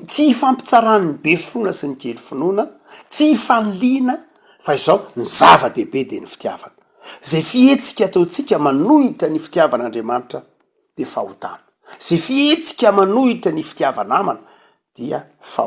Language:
Malagasy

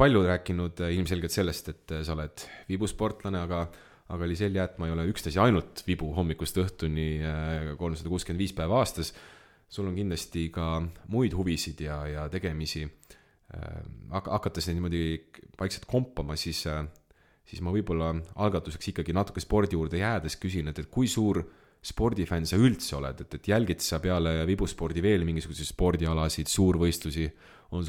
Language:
Estonian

